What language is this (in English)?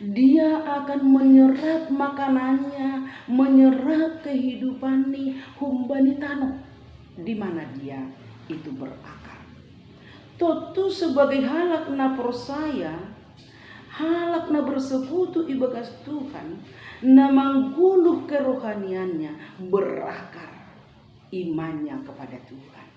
Batak Simalungun